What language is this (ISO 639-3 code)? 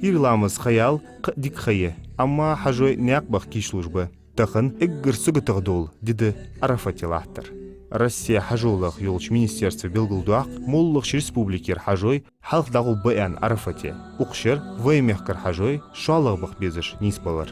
inh